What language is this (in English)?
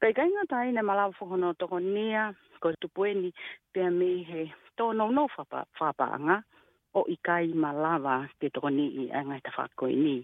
Tongan